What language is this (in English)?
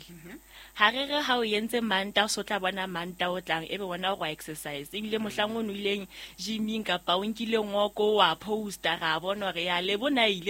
Southern Sotho